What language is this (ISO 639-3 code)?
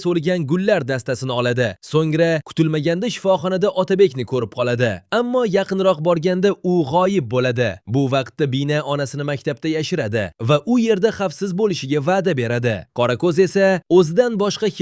uzb